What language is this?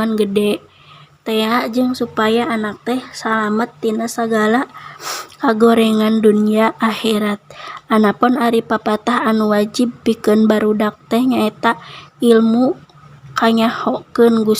Sundanese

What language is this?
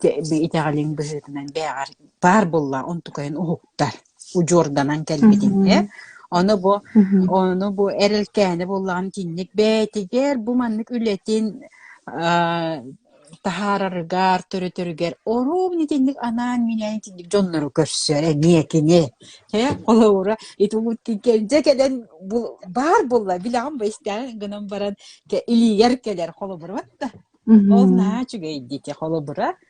Yakut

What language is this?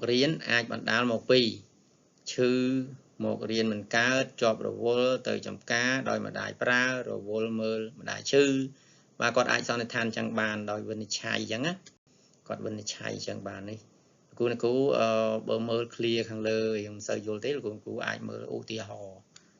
Khmer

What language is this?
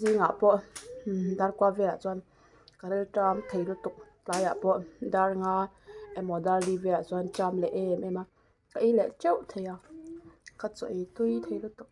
Mizo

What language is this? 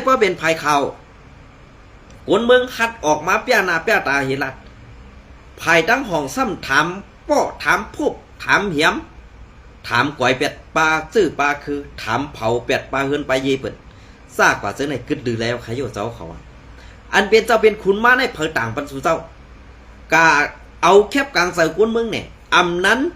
Shan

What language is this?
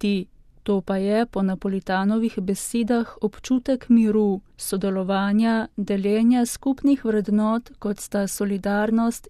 Slovenian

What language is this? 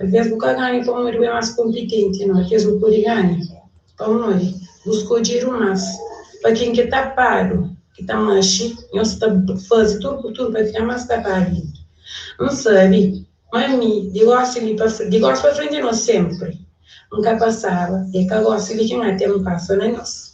Kabuverdianu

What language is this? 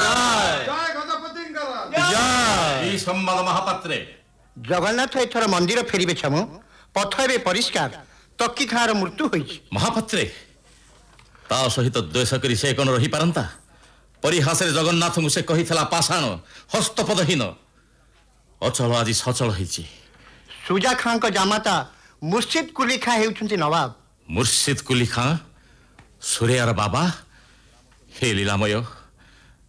Odia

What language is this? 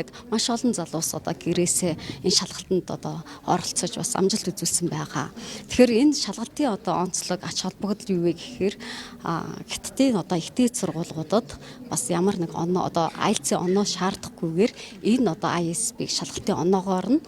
Mongolian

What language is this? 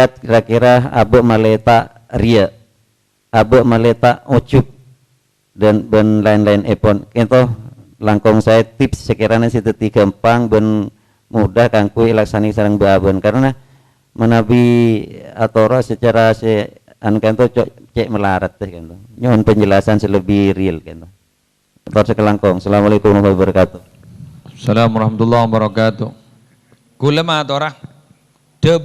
Madurese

